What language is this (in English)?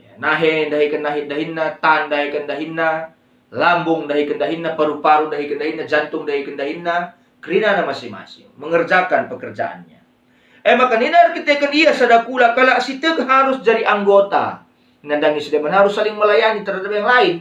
Batak Karo